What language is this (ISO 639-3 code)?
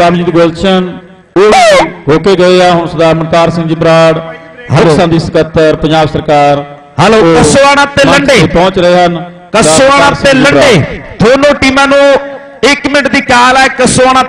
pan